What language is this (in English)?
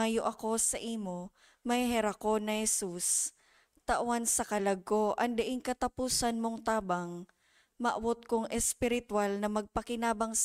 Bikol